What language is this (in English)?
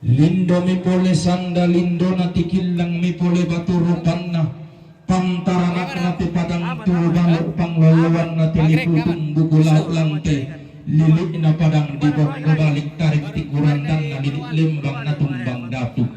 Toraja-Sa'dan